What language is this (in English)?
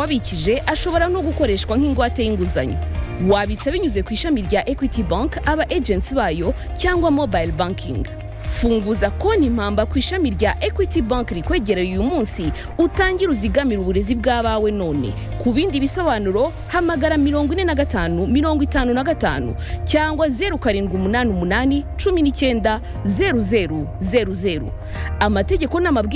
Kinyarwanda